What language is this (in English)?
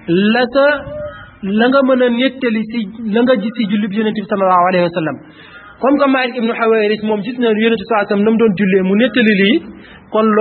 Wolof